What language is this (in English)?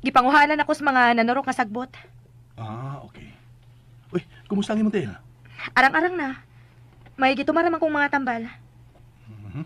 Cebuano